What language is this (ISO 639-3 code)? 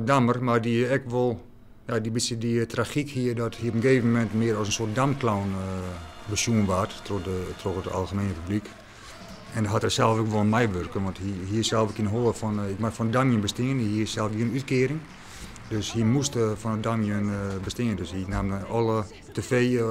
fry